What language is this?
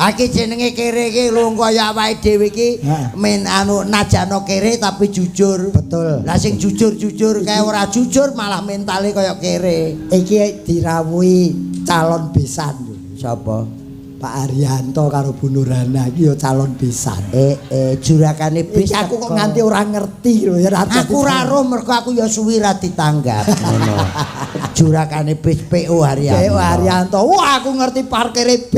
Javanese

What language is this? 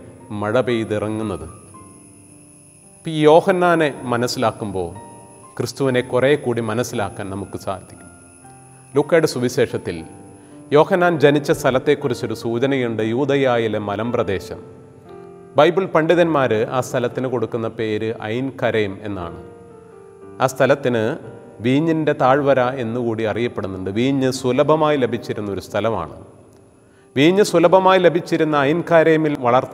Malayalam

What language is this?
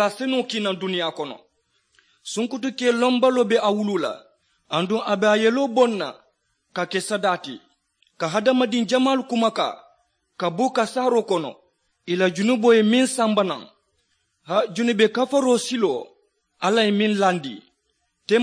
Mandingo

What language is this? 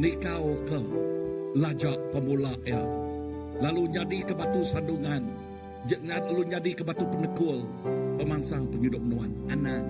Iban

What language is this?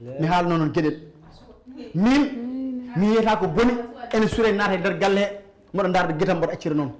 Fula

